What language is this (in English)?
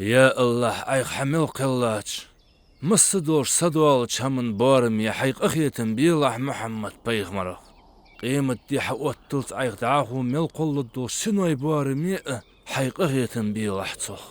Ingush